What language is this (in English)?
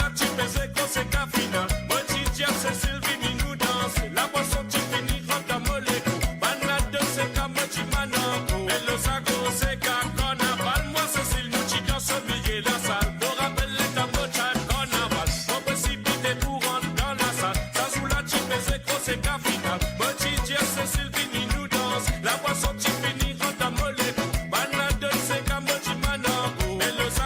Morisyen